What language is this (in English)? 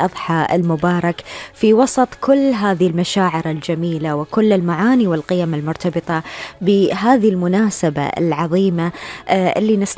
Gulf Arabic